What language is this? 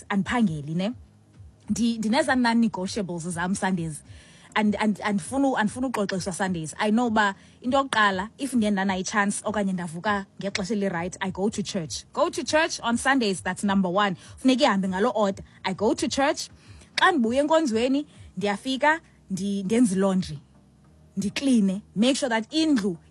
Xhosa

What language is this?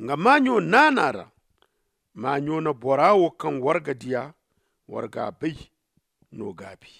Zarma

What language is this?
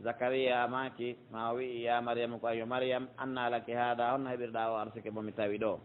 Pular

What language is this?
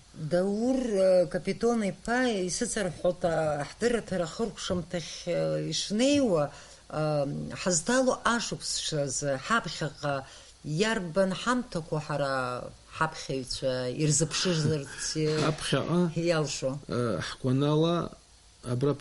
Abkhazian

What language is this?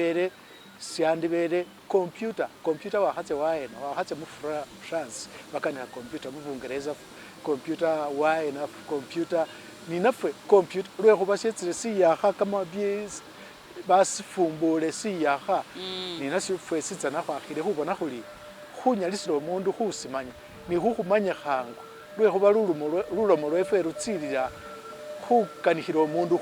Masaaba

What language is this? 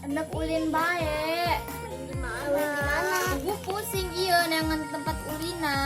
Sundanese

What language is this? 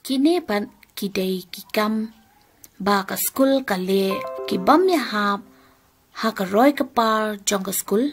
Khasi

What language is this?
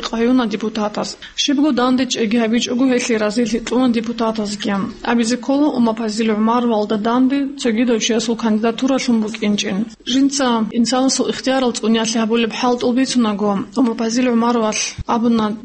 Avaric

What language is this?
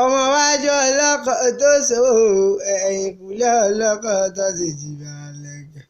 Yoruba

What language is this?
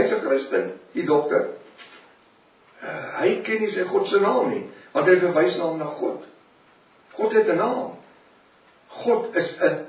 Afrikaans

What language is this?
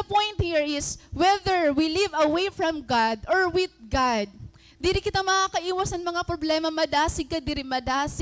Waray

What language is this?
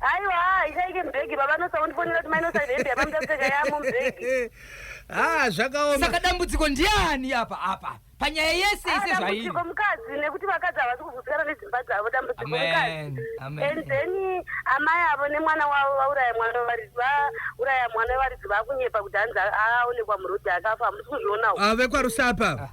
Shona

